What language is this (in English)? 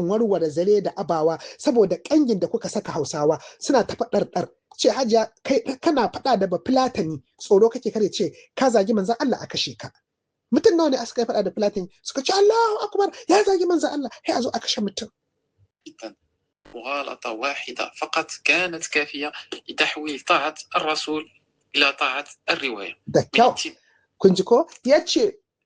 Hausa